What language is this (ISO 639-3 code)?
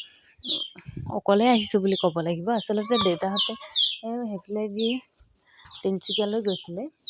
asm